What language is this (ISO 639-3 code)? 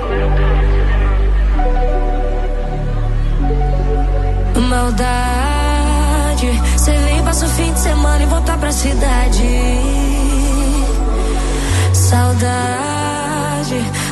por